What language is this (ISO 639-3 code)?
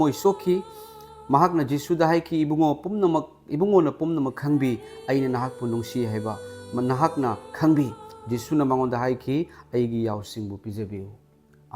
mni